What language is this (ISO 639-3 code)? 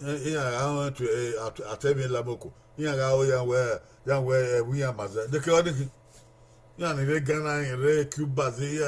bin